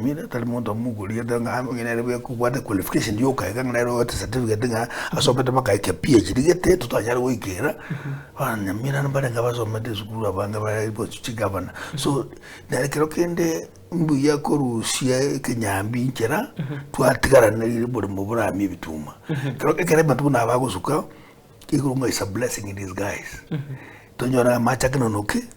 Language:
Gusii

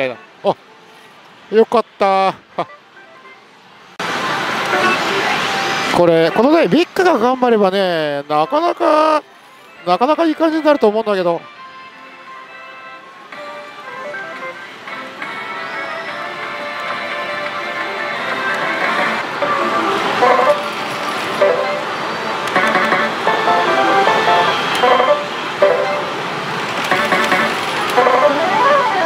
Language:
Japanese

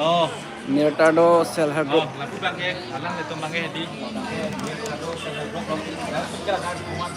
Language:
Karbi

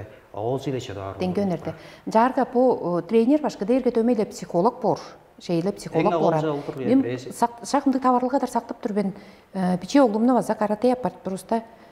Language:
Tuvinian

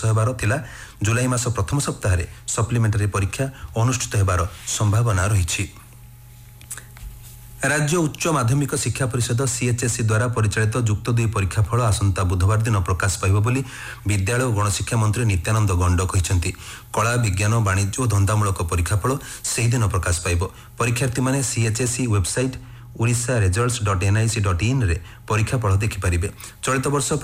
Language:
Odia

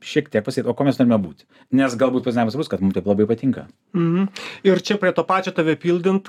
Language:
Lithuanian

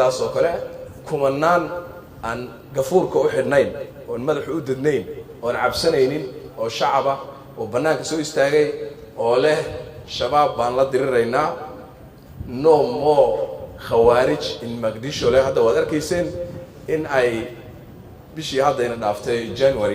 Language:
Somali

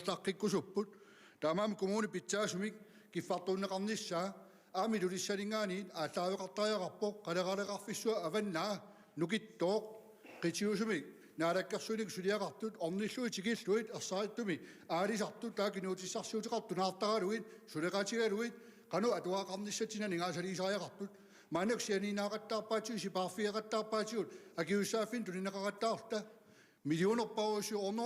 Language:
Kalaallisut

